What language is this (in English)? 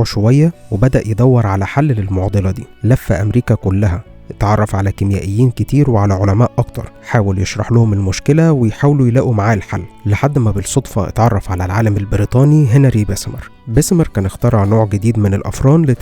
Egyptian Arabic